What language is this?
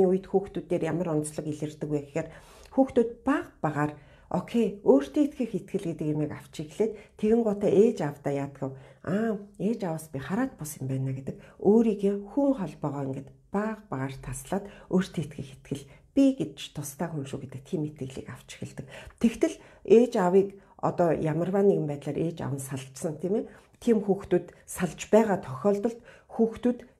Mongolian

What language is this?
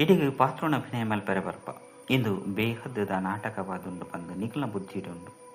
Tulu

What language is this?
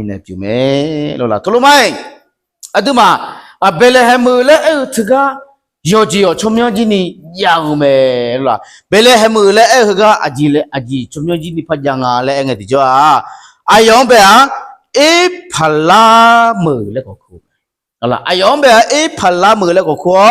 Akha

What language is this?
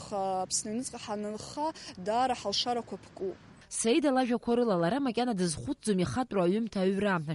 Abkhazian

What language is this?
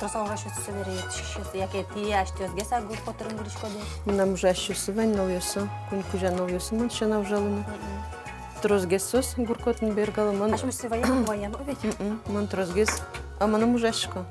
Udmurt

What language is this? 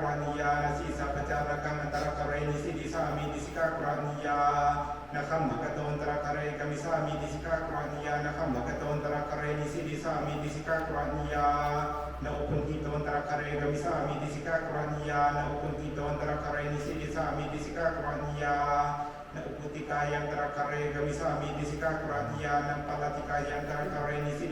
Pali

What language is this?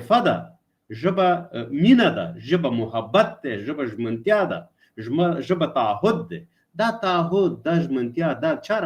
Pashto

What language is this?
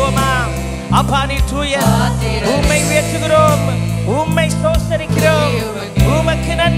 Tamil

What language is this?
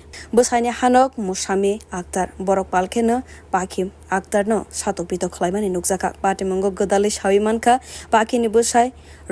Kok Borok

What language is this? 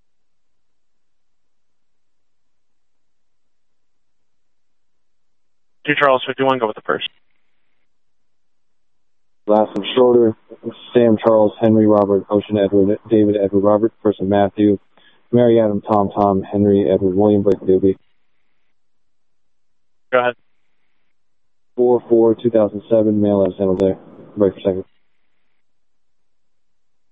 English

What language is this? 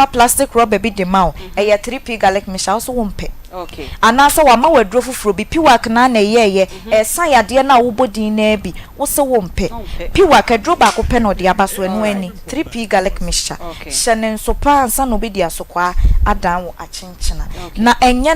Akan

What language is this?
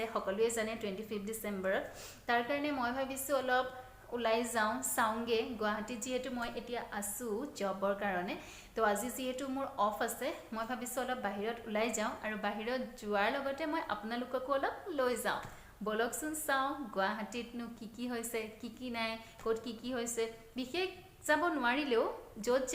Assamese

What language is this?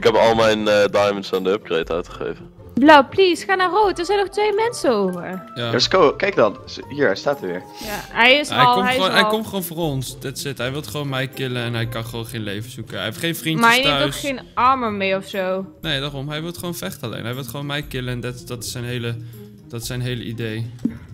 Dutch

